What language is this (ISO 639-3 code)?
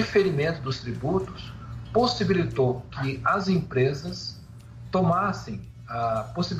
por